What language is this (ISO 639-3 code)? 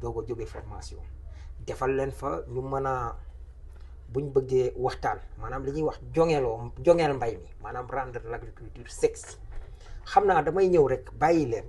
wol